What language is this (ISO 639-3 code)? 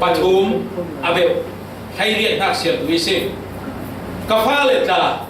cfm